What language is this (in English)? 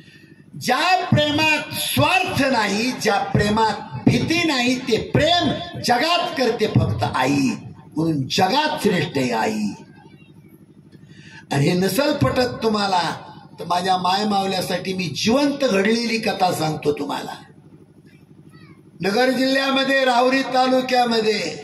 Marathi